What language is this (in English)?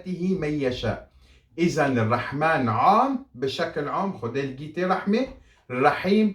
Kurdish